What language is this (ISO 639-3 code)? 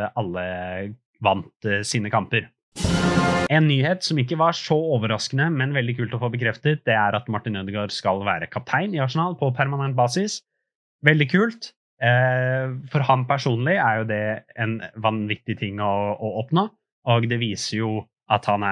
nor